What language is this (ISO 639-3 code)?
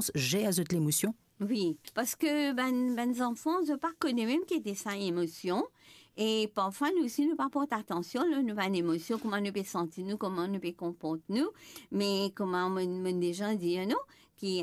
mfe